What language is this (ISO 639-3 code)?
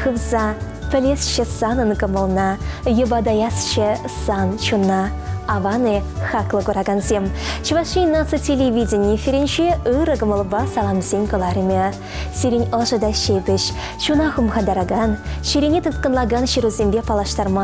chv